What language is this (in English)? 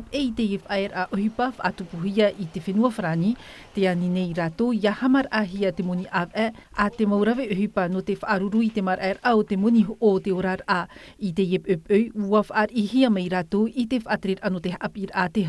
Tahitian